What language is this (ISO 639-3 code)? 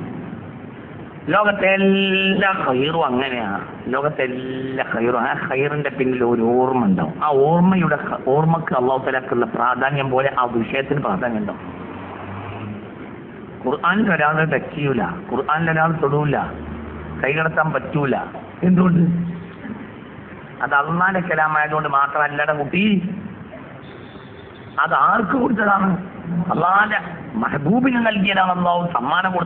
mal